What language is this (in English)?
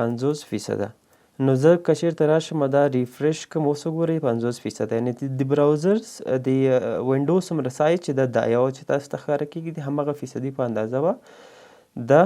Pashto